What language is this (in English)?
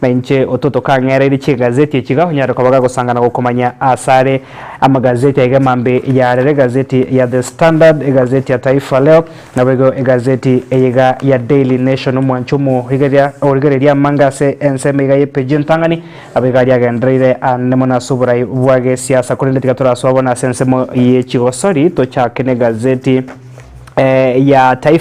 Gusii